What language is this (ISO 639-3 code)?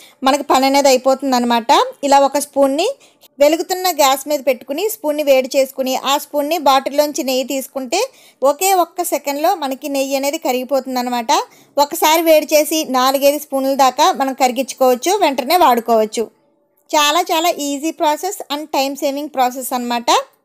tel